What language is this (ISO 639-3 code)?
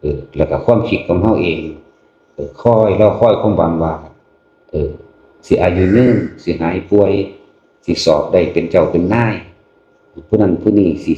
tts